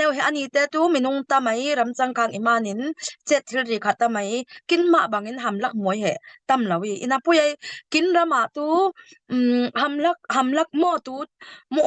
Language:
Falam Chin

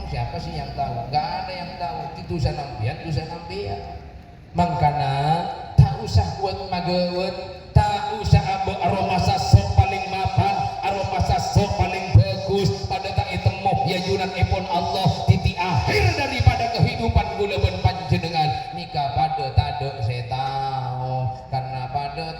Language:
Madurese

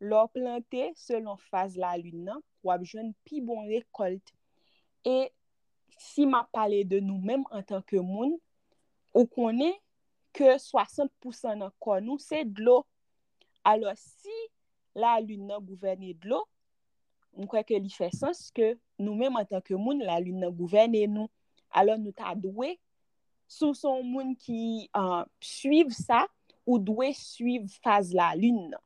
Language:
Haitian Creole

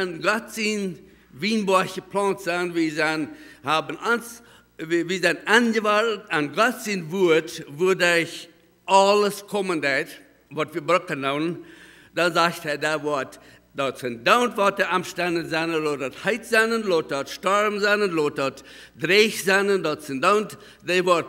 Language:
Plautdietsch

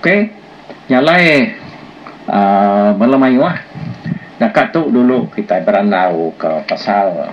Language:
Iban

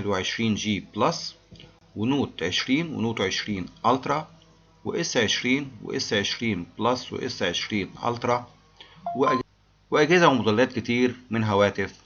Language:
Egyptian Arabic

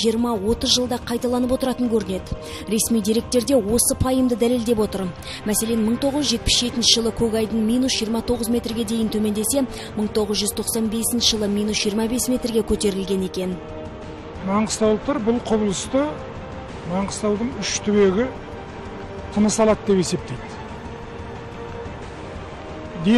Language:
Kazakh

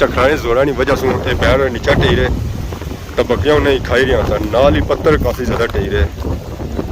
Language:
Pahari-Potwari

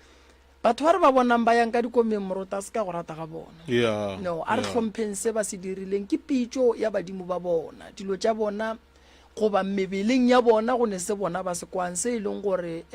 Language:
Northern Sotho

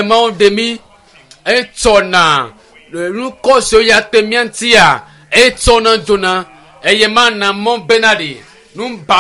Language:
Ewe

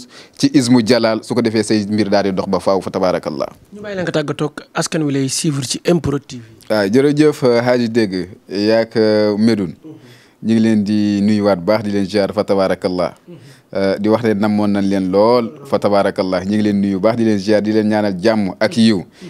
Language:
Wolof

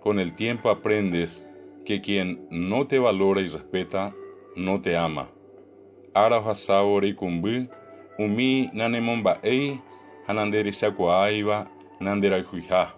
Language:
Guarani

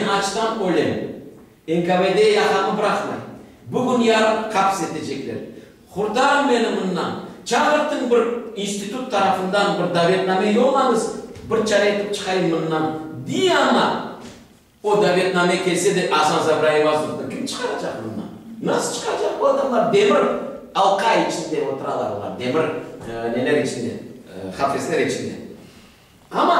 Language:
Crimean Tatar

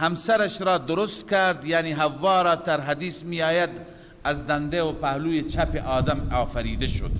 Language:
Persian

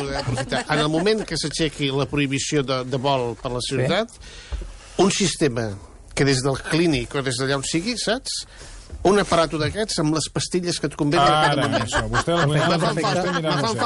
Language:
Catalan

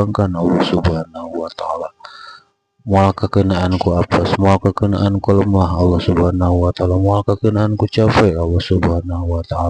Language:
Sundanese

